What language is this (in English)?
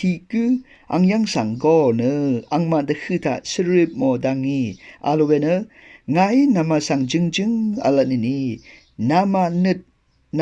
Rawang